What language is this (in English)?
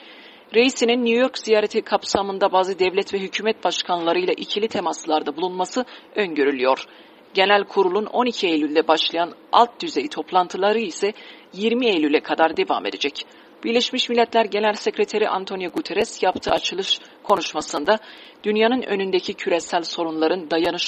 Turkish